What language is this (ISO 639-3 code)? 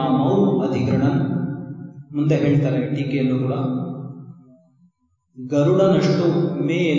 kan